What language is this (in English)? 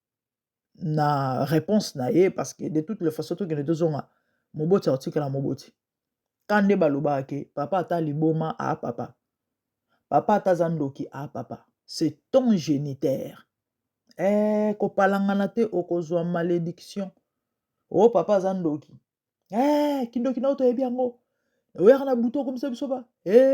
Lingala